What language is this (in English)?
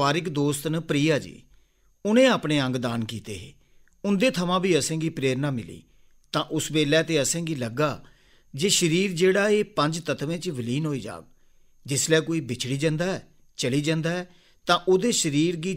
Dogri